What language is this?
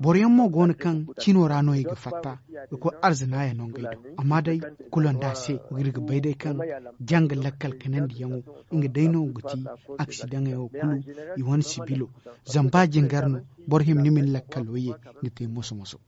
Zarma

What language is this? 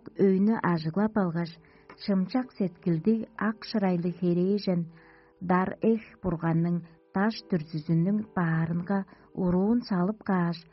Tuvinian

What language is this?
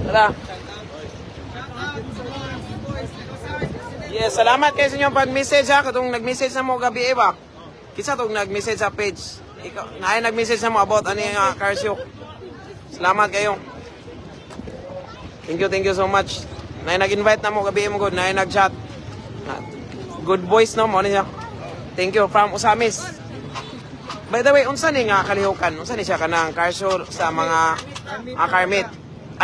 Cebuano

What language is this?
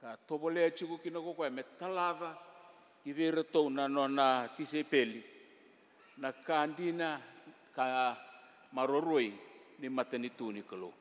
Fijian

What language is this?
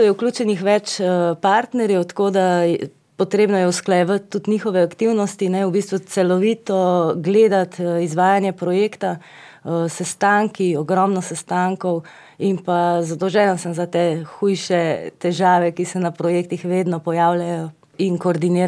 Slovenian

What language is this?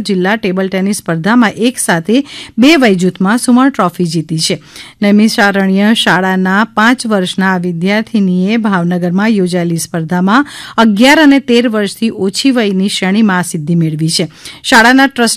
Gujarati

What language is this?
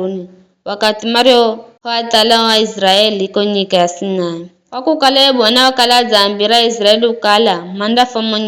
Giryama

